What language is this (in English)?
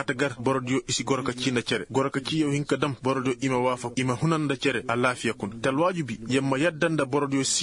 Koyraboro Senni